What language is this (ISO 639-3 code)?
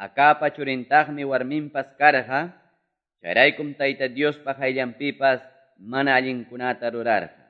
que